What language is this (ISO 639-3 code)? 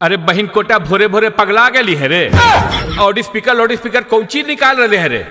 mag